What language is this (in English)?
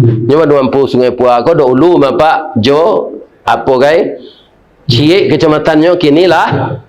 Minangkabau